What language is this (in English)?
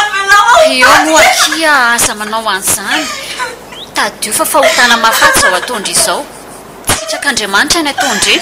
Malagasy